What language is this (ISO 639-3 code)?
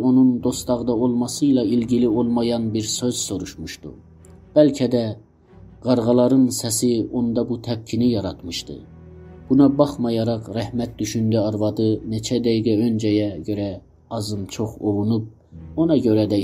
azb